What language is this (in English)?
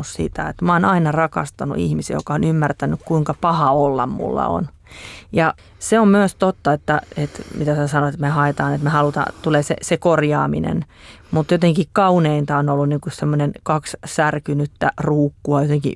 Finnish